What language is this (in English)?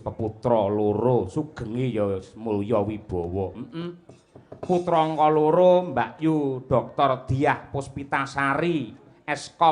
Javanese